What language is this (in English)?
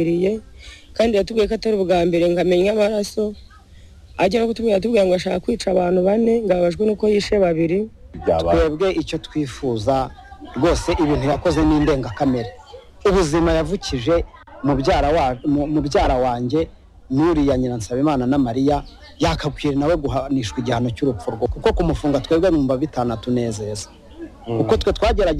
Kinyarwanda